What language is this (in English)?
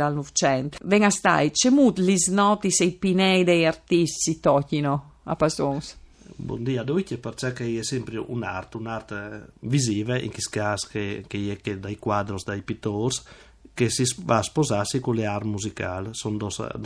Friulian